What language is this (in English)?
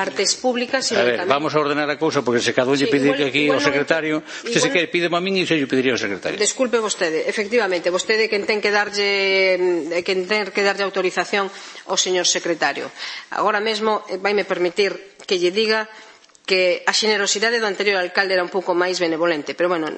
Galician